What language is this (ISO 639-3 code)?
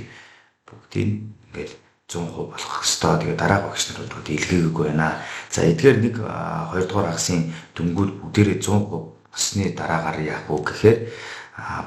mon